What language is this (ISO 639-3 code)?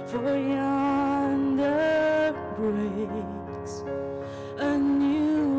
njo